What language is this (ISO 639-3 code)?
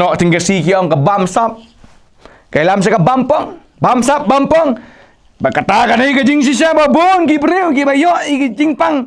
kha